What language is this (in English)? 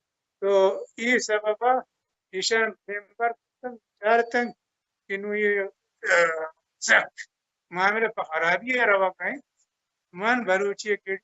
Baluchi